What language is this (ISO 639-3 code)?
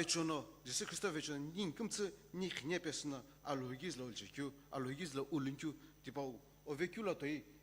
nsm